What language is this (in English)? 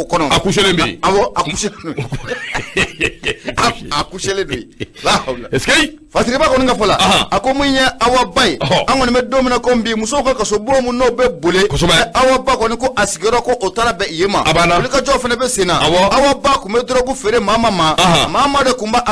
Bambara